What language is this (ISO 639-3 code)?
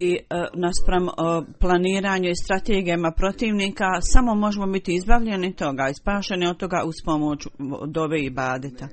bos